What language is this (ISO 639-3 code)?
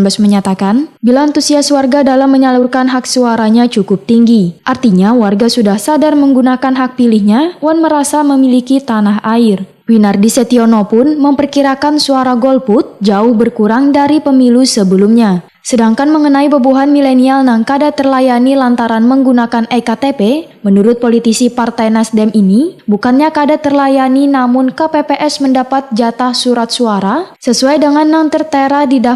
bjn